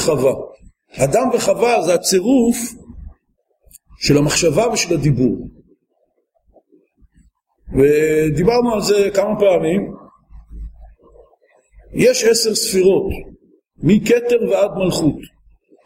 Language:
Hebrew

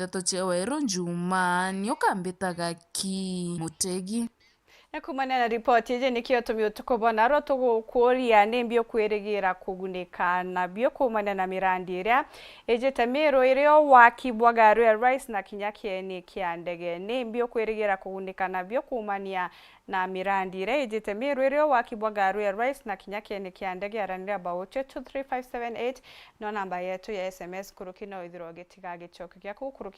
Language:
Meru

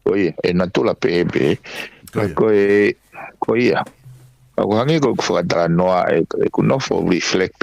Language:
Tongan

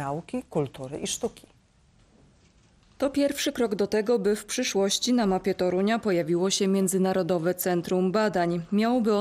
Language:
Polish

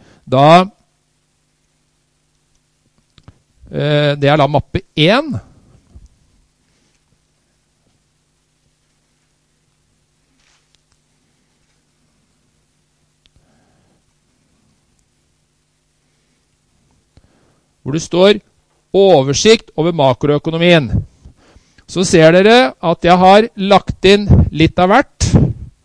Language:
Norwegian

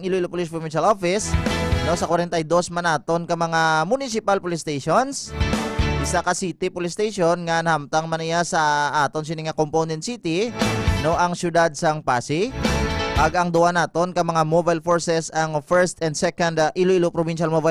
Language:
Hiligaynon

